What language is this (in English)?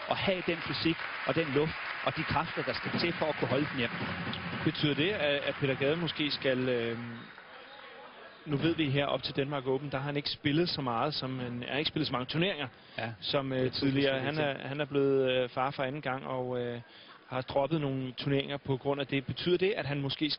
Danish